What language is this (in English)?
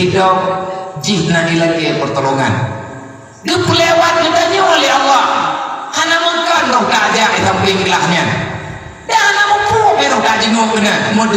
Achinese